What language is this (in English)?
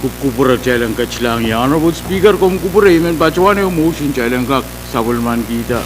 Pohnpeian